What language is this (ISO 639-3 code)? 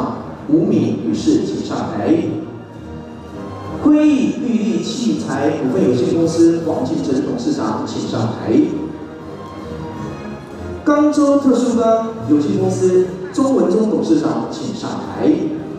zho